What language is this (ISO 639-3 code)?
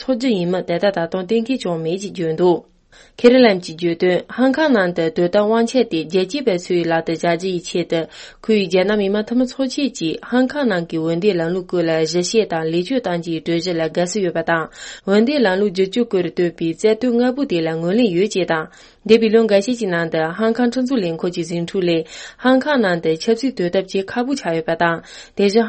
bod